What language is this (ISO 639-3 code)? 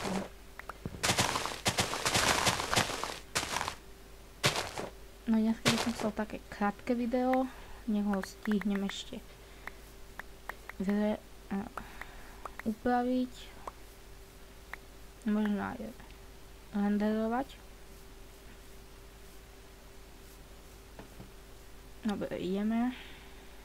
slk